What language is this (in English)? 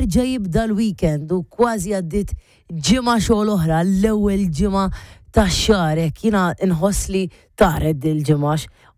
Maltese